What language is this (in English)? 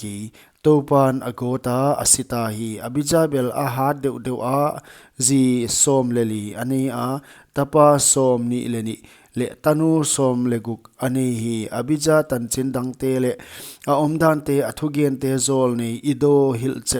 Paite Chin